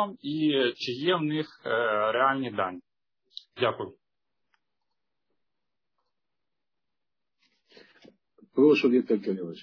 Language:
Ukrainian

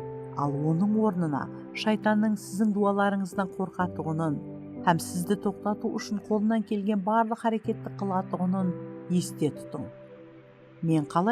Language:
Kara-Kalpak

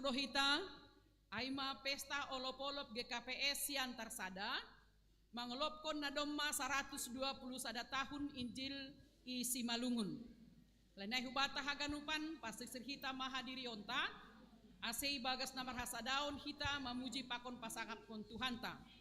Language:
Batak Simalungun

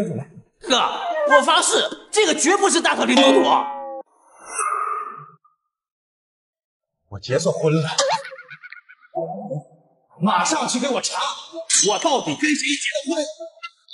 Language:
Chinese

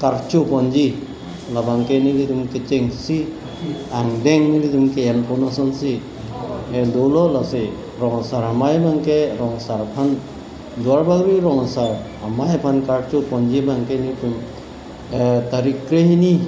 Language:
Karbi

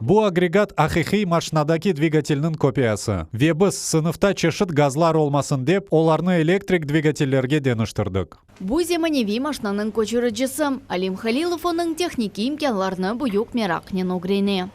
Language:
Crimean Tatar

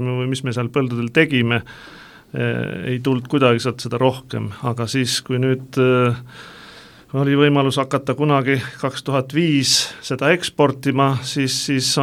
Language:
Estonian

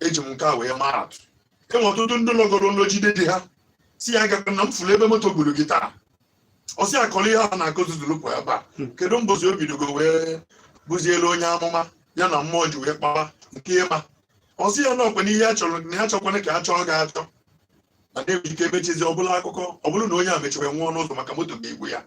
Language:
Igbo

